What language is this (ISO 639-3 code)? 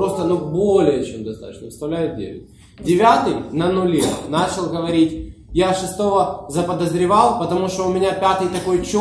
rus